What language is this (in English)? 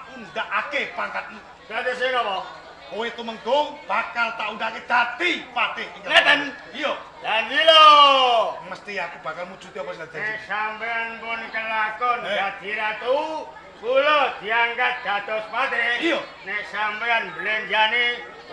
Javanese